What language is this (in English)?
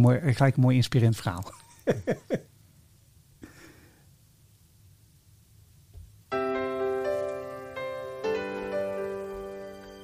Dutch